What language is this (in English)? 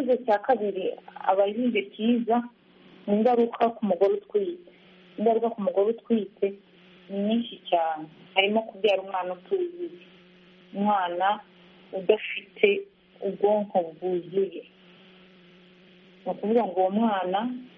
Kinyarwanda